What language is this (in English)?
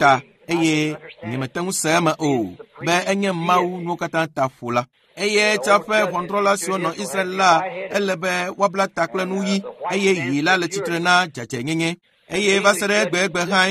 Ewe